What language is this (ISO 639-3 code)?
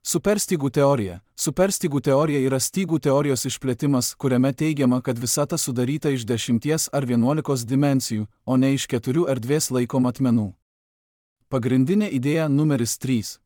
lit